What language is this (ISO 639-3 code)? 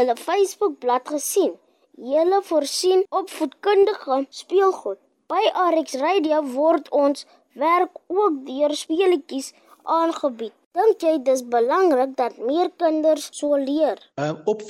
afr